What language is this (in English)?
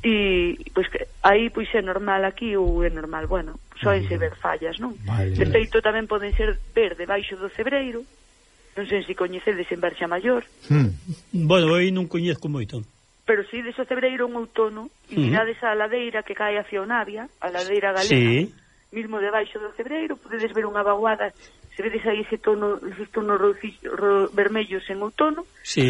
Galician